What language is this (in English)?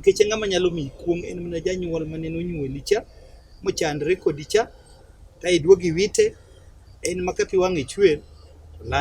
Luo (Kenya and Tanzania)